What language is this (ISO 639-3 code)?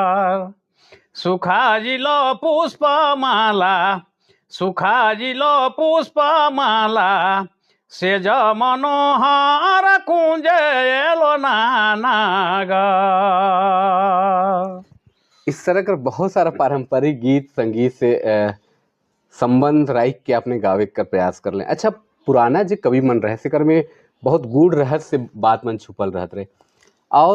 sck